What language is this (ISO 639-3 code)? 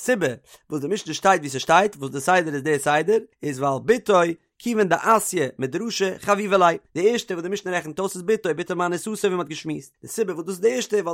yid